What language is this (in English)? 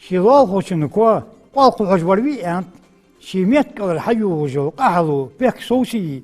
Ingush